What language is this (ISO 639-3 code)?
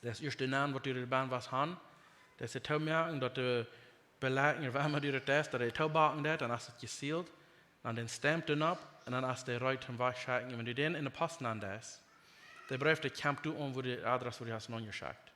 pdt